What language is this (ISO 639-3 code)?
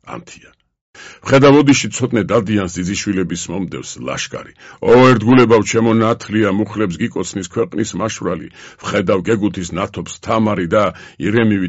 kat